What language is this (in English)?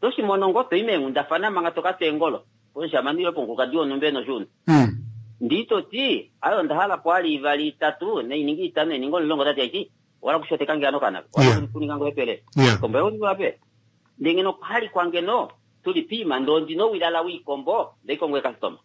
Kuanyama